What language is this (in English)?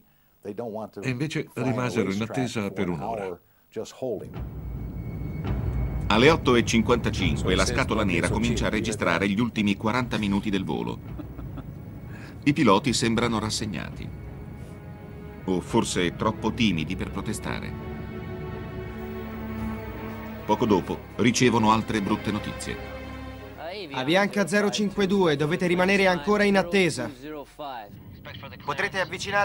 Italian